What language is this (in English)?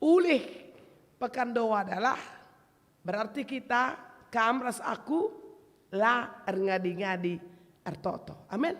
Batak Karo